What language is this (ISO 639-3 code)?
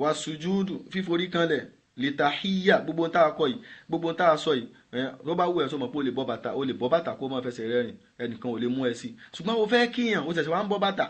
yor